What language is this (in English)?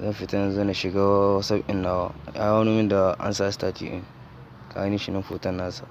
Hausa